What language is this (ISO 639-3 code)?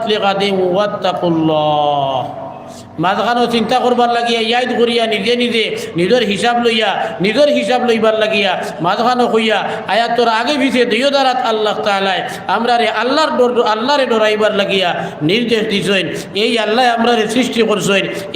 syl